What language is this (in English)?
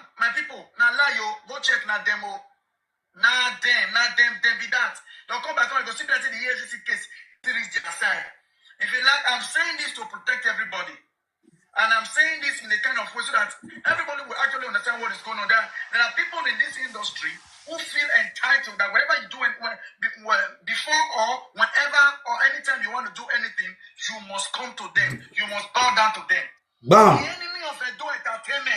Nigerian Pidgin